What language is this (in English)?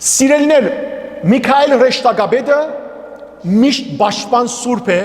Western Armenian